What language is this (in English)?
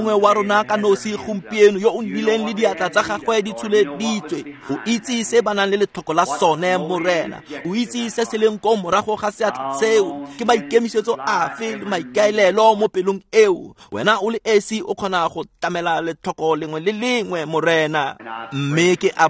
Tswana